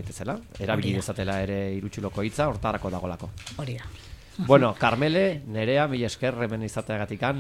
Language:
Basque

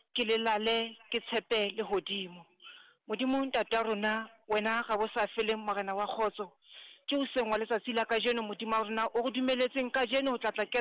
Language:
Southern Sotho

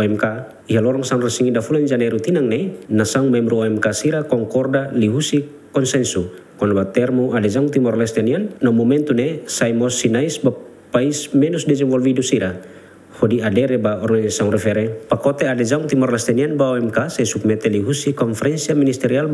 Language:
Tetum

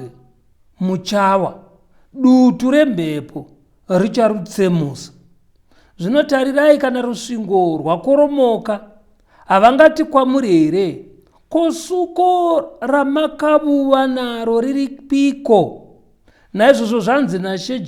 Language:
Shona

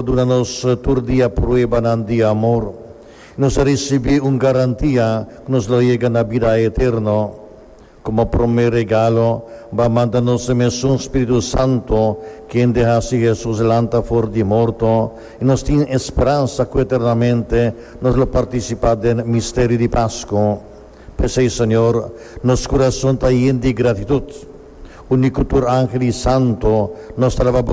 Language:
Papiamento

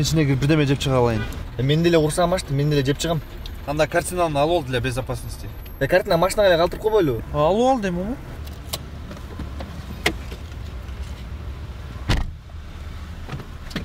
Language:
Kyrgyz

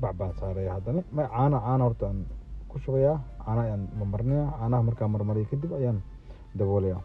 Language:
Somali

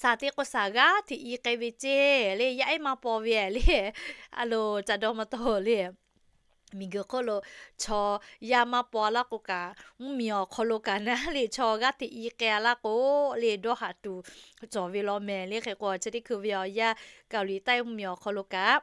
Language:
Lahu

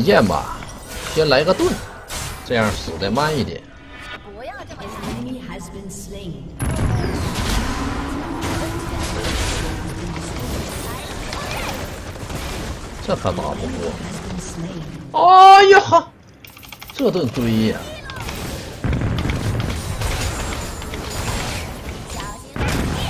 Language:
Chinese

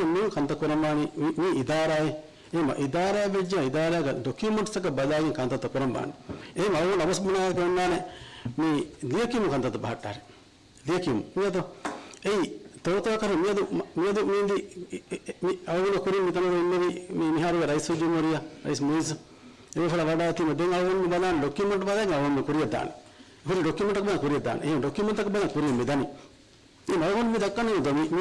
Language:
Divehi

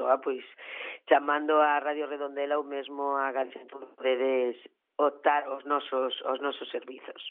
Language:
Galician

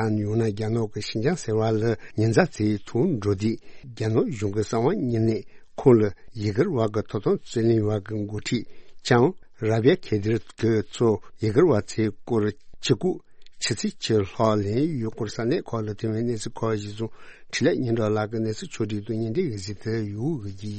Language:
Tibetan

